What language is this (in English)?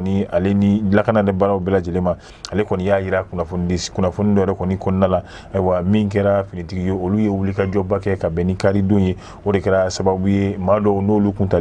Bambara